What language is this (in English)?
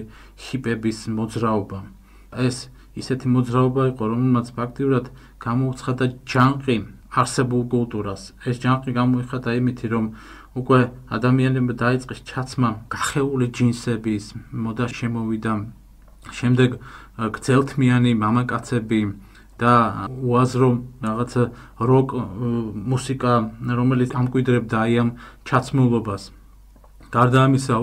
Georgian